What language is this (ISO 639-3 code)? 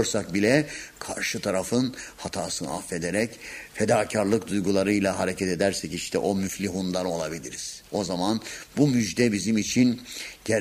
tur